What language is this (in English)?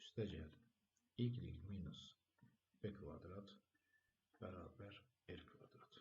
Azerbaijani